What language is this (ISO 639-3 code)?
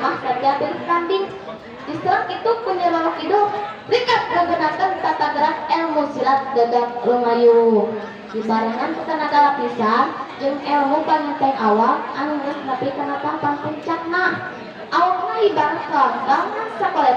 sun